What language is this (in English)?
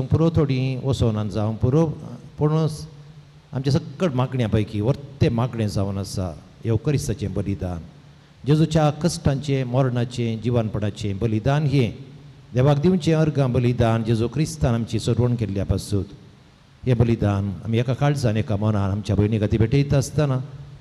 Konkani